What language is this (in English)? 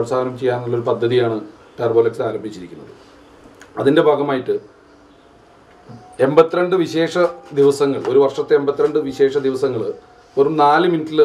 Malayalam